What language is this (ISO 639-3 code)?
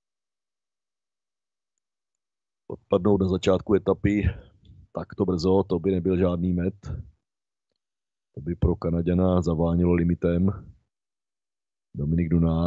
ces